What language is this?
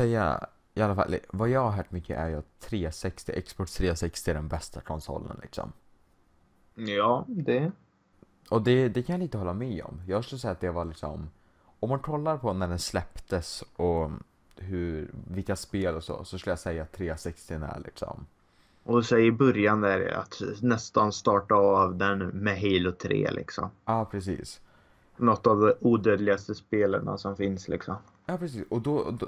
Swedish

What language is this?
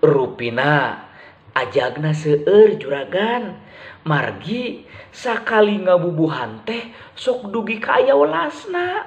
Sundanese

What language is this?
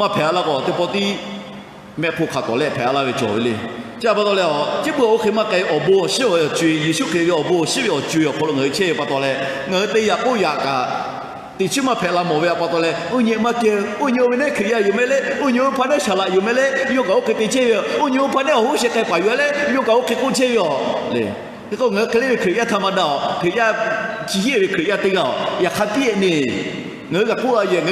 Lahu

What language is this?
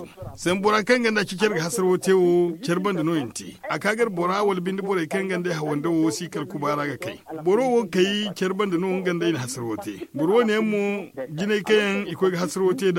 Zarma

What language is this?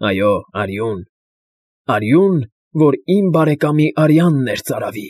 Armenian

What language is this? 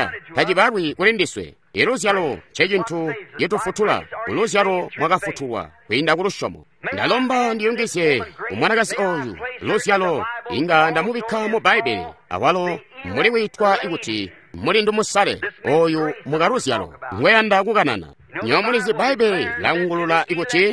Tonga (Zambia)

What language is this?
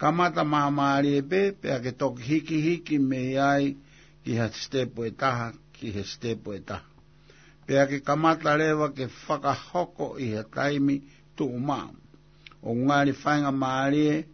Tongan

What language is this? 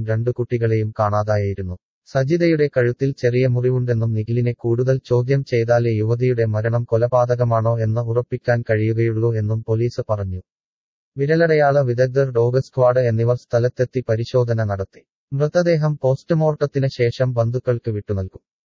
Malayalam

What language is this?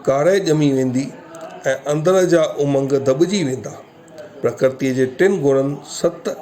Sindhi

